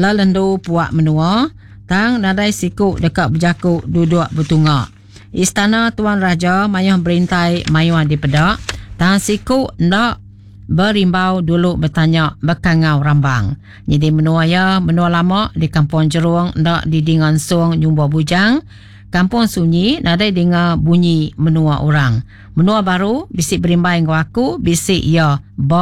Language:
Iban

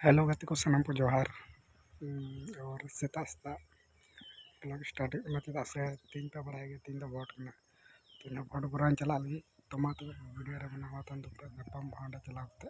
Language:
Santali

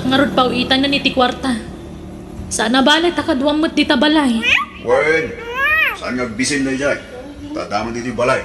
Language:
Iloko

